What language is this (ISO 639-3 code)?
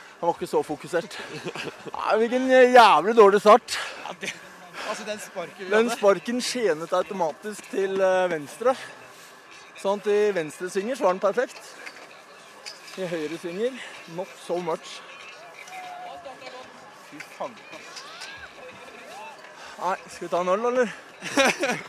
nor